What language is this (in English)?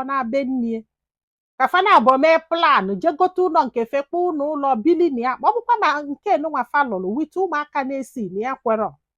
Igbo